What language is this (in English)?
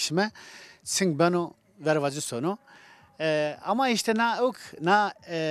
Zaza